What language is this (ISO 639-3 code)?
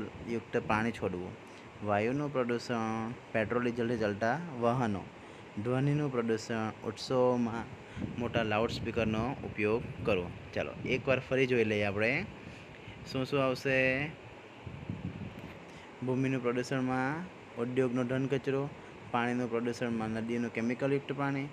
guj